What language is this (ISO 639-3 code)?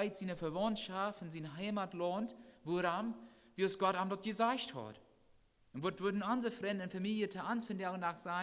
pdt